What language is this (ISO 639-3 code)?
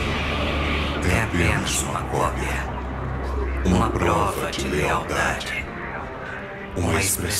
por